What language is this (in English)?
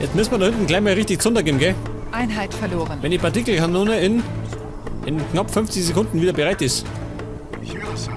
Bavarian